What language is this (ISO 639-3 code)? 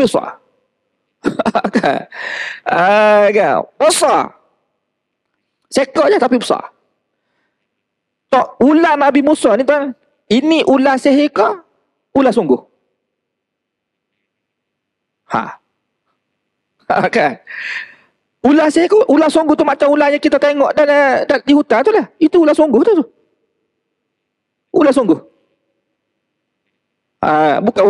msa